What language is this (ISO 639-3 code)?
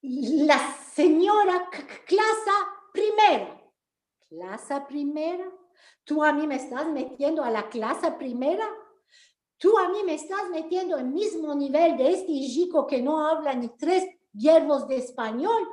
lad